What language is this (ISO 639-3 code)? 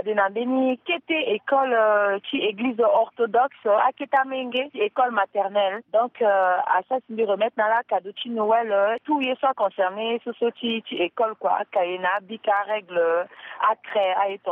sag